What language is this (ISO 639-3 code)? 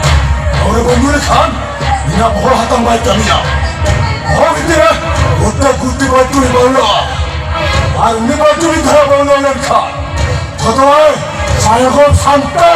sat